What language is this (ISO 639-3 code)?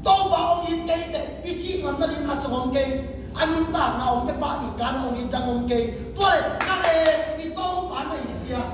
ctd